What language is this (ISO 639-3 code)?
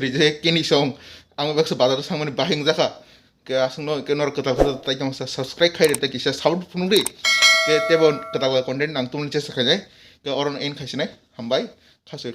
trp